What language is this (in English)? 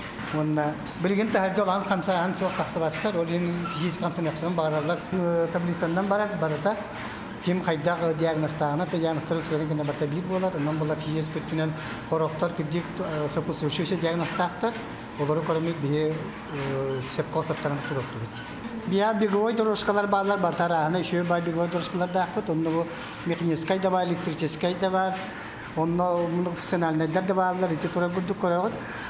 Yakut